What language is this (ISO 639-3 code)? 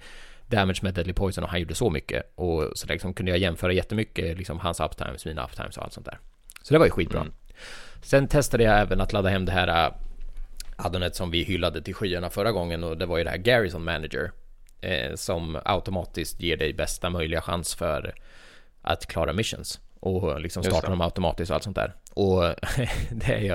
swe